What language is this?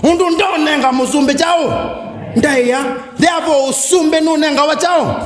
Kamba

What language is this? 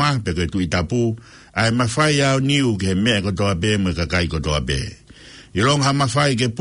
Tongan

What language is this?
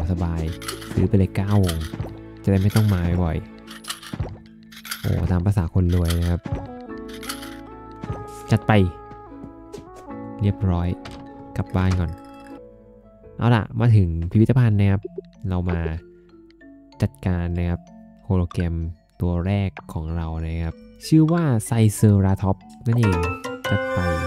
Thai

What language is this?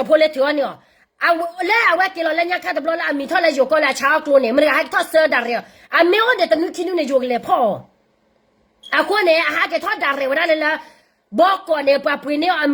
S'gaw Karen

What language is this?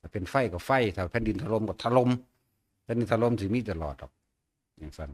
Northeastern Thai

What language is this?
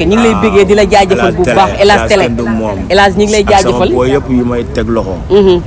Wolof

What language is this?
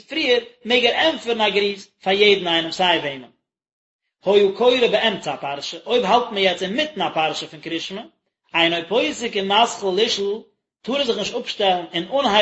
Yiddish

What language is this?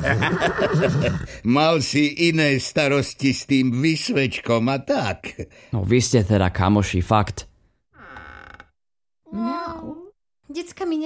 Slovak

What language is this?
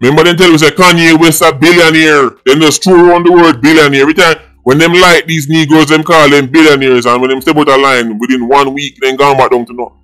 Jamaican Creole English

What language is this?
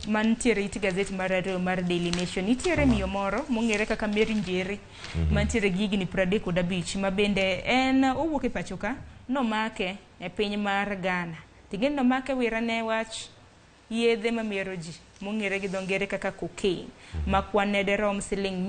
Luo (Kenya and Tanzania)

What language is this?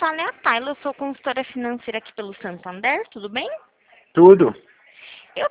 Portuguese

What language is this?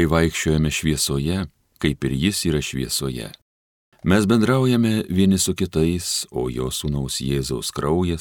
Lithuanian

